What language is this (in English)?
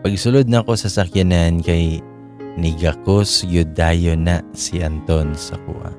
Cebuano